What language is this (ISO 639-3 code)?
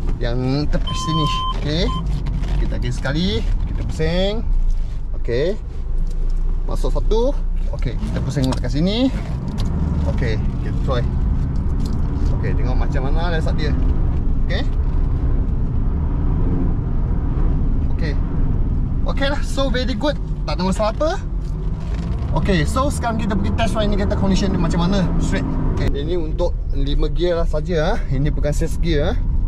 msa